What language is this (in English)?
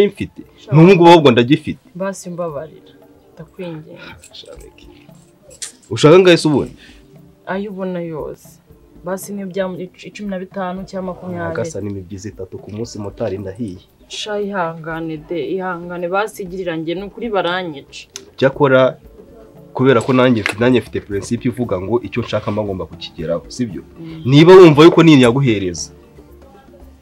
Kinyarwanda